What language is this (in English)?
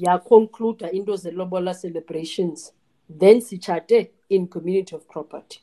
Xhosa